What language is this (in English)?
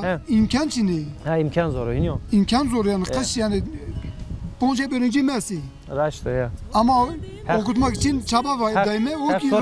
Zaza